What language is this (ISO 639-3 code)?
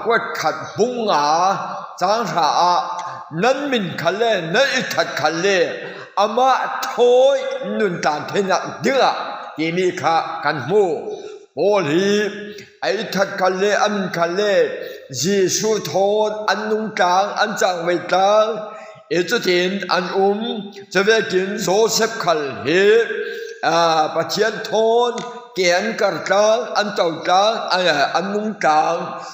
cfm